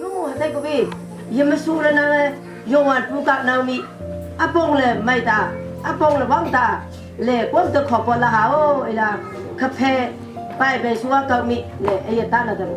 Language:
Naga Pidgin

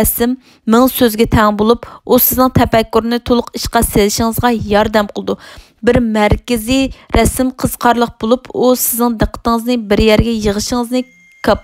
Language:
Uyghur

